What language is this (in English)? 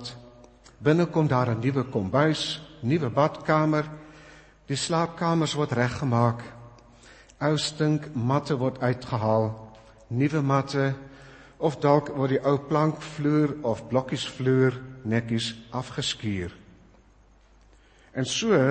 Afrikaans